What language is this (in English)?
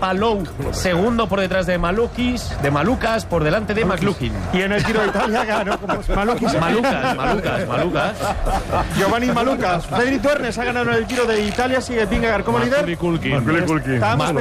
Spanish